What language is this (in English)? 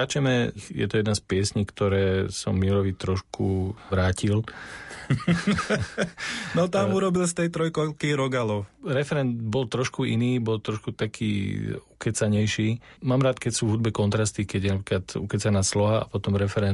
Slovak